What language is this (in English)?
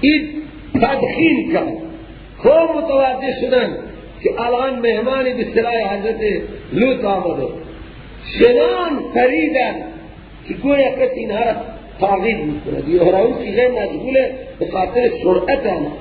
Persian